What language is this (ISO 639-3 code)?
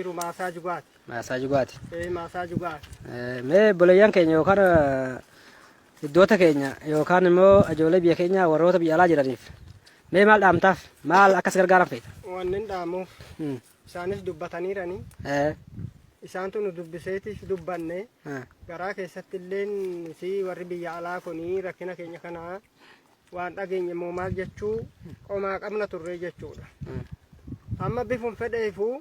orm